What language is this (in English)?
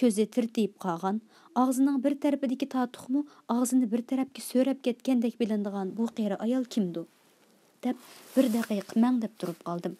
Uyghur